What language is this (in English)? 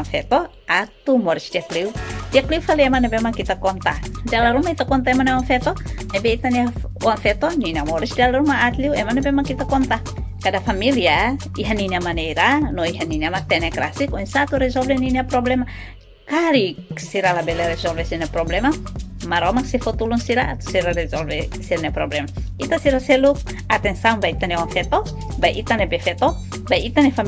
Tetum